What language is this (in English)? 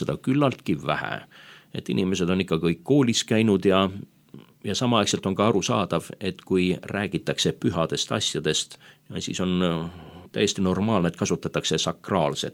Estonian